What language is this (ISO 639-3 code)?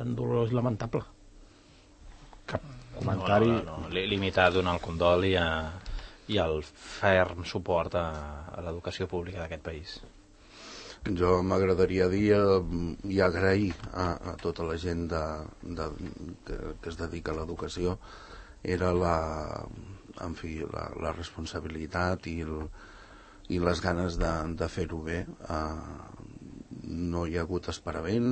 cat